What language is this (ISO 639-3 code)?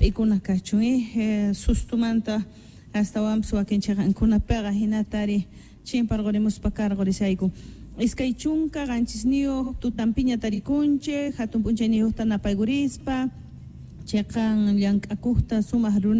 que